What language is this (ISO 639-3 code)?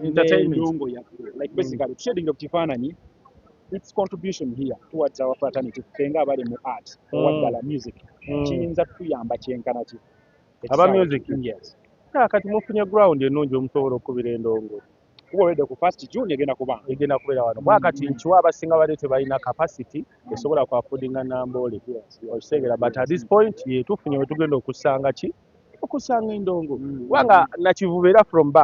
lug